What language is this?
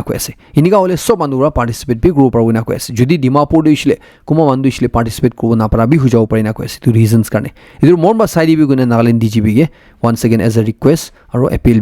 Naga Pidgin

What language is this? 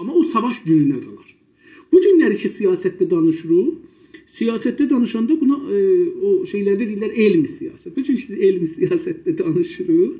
South Azerbaijani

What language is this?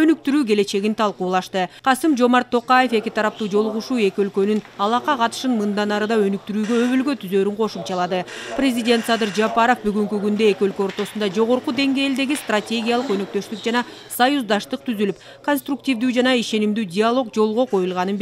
Kyrgyz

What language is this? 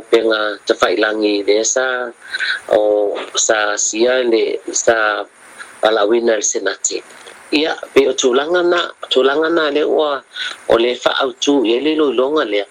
Samoan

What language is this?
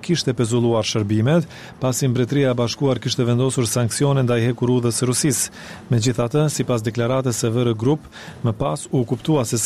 Albanian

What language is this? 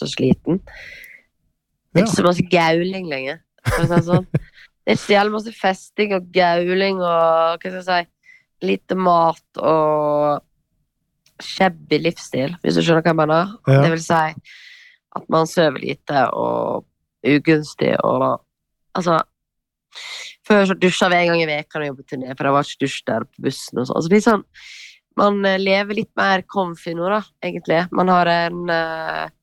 Norwegian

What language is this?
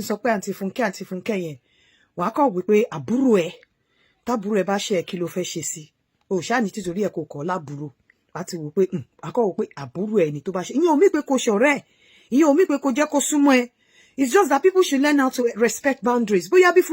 Yoruba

